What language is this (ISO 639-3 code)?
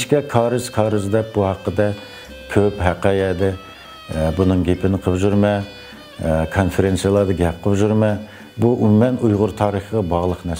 uig